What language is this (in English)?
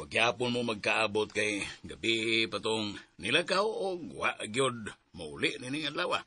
Cebuano